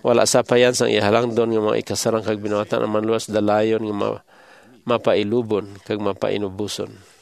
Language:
Hiligaynon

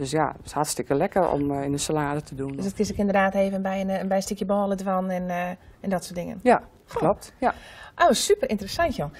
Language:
Western Frisian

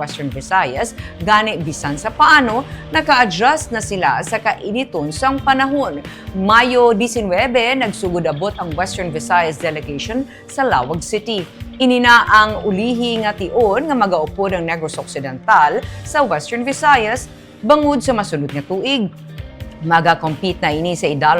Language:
Hiligaynon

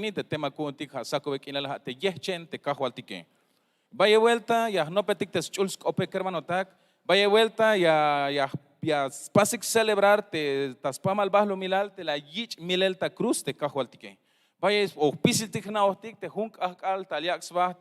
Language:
Tzeltal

